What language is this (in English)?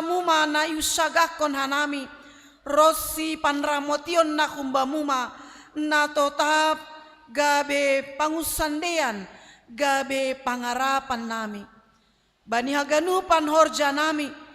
Batak Simalungun